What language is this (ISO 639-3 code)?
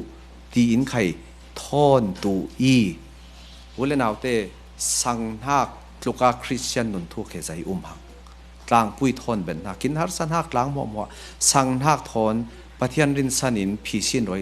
cfm